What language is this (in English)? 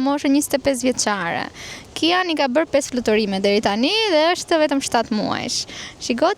Albanian